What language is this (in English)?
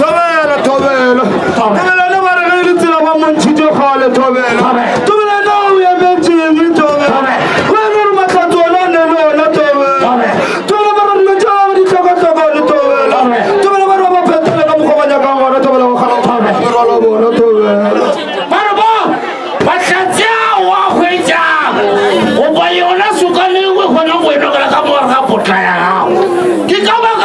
Northern Sotho